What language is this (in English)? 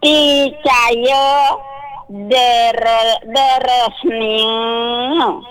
Balinese